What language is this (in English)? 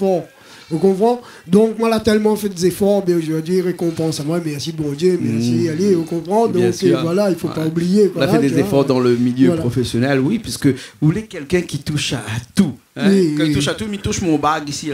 Réunion Creole French